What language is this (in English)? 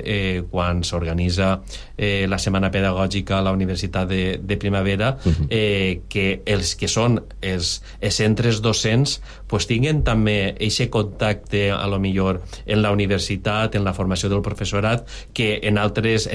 Catalan